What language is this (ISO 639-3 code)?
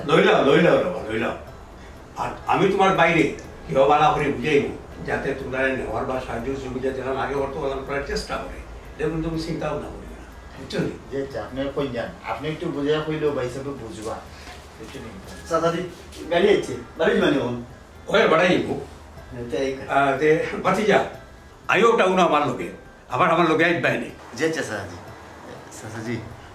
syl